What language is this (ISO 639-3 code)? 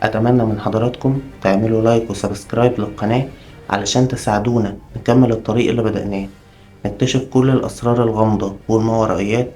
arz